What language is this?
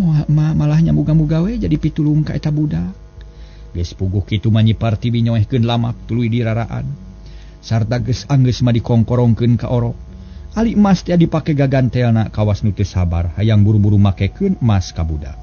Sundanese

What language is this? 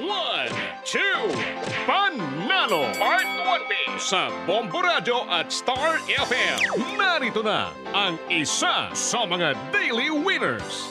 Hiligaynon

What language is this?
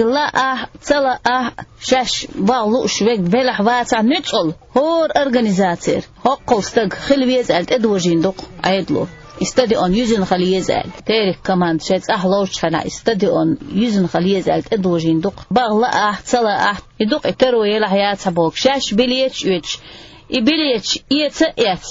Chechen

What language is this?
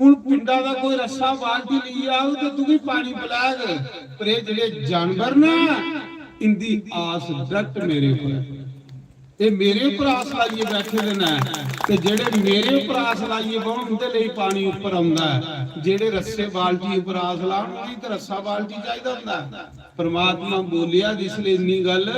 Dogri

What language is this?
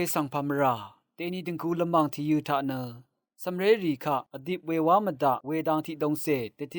Rawang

